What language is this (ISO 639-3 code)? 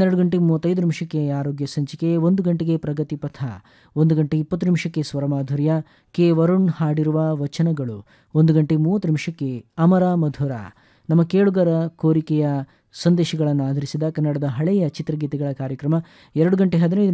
kan